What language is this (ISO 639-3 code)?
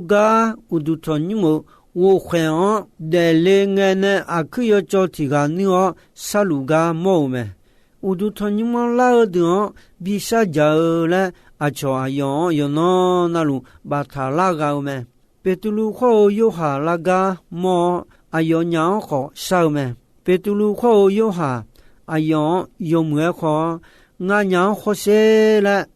ahk